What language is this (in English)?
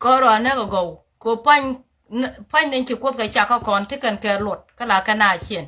Nuer